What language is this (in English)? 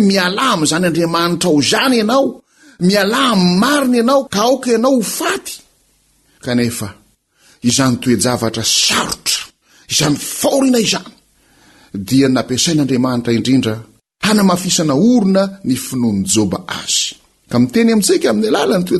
Malagasy